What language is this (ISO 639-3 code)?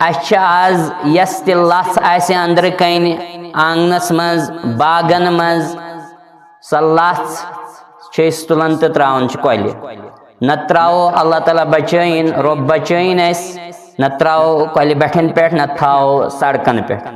kas